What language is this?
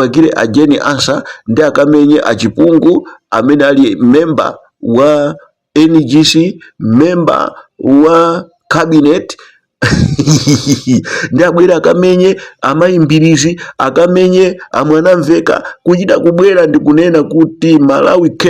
Nyanja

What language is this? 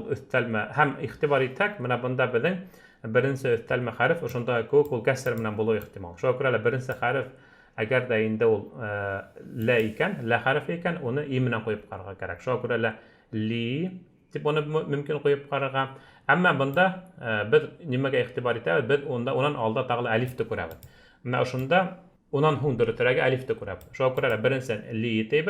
Bashkir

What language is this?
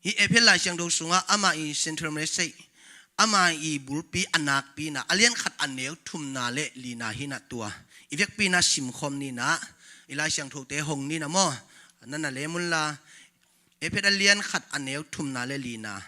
Tedim Chin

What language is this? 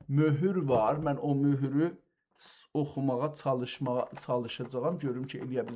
South Azerbaijani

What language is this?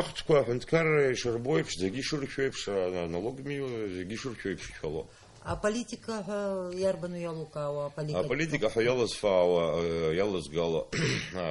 Abkhazian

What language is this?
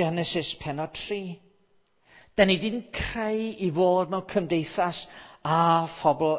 Welsh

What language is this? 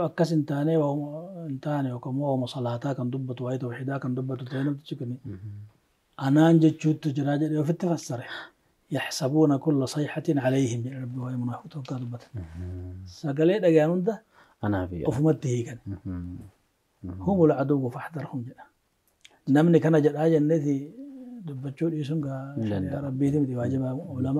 Oromo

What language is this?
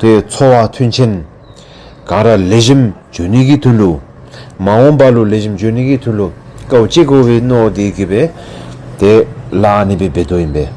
Dzongkha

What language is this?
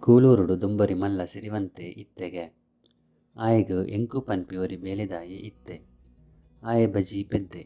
Tulu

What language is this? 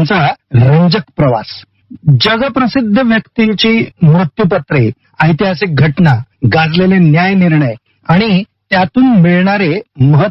Marathi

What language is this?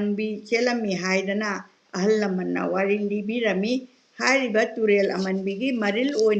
Manipuri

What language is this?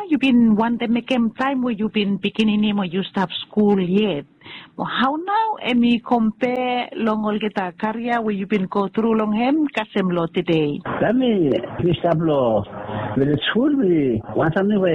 Bislama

